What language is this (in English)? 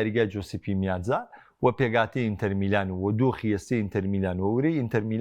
Central Kurdish